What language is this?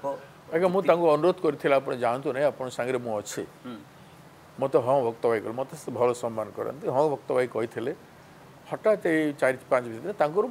Odia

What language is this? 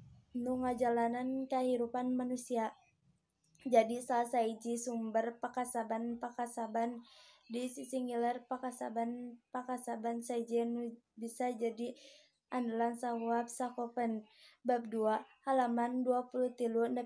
Sundanese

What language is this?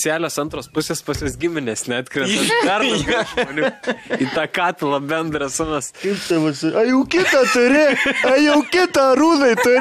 Lithuanian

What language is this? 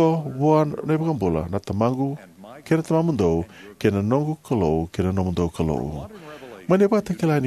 Fijian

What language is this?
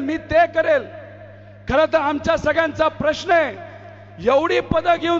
Marathi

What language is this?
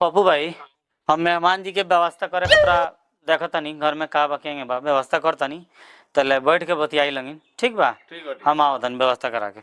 Bhojpuri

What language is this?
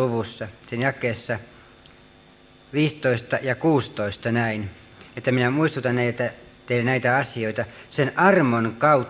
Finnish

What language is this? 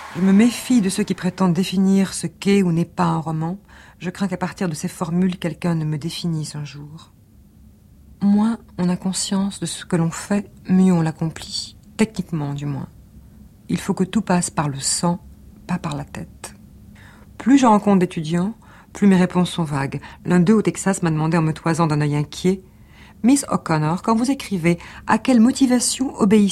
French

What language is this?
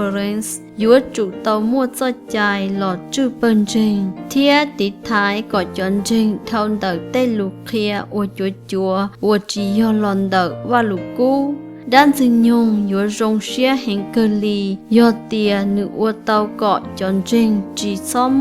Hmong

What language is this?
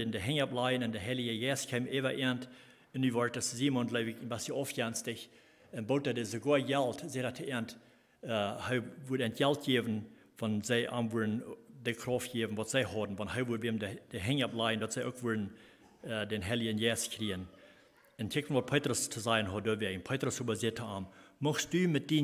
Plautdietsch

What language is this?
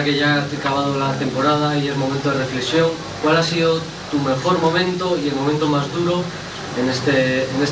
Spanish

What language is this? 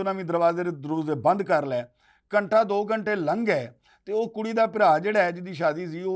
Western Panjabi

